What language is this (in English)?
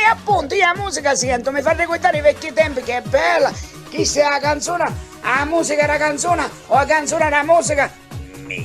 Sicilian